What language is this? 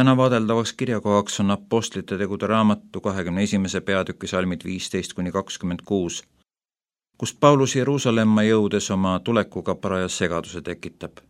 Estonian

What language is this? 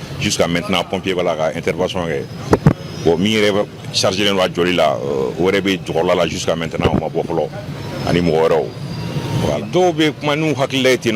Bambara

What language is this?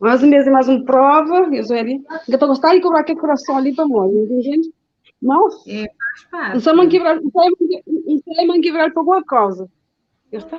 Kabuverdianu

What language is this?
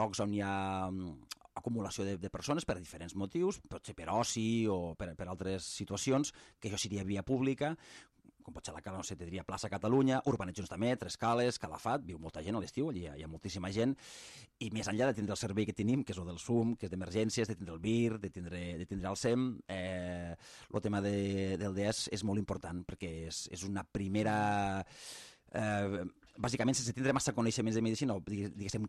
Catalan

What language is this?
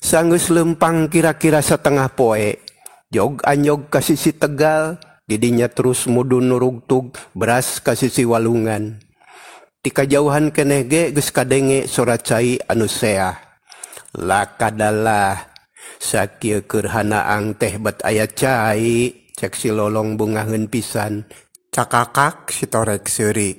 Sundanese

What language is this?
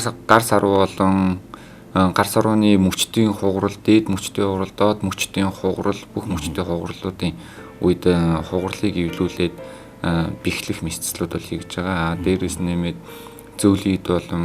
Mongolian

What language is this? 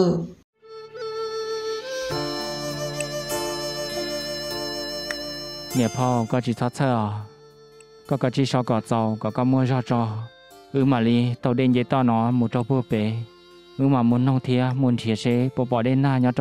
Vietnamese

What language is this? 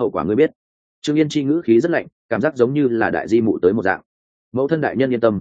Vietnamese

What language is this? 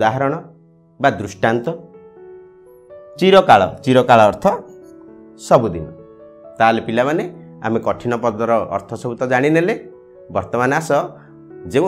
Odia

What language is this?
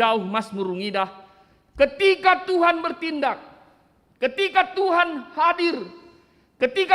Batak Karo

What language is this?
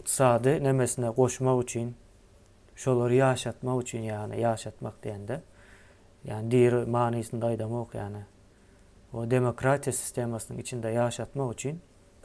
Turkmen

